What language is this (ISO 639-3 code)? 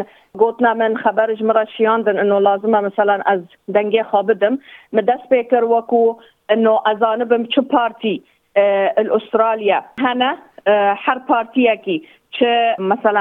kur